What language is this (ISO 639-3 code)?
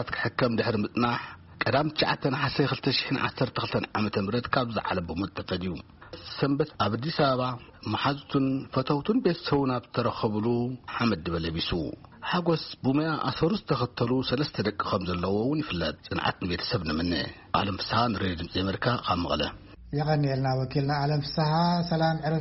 tir